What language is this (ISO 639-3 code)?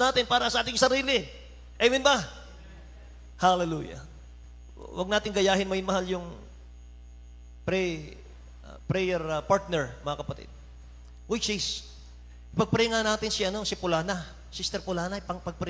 fil